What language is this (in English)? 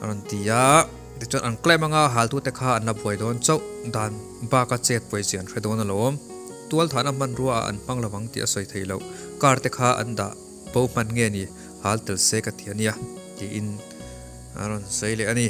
Mizo